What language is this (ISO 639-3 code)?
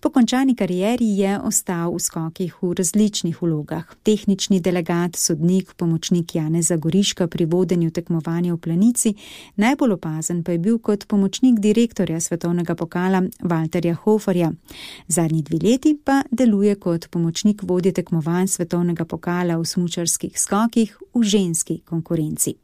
slv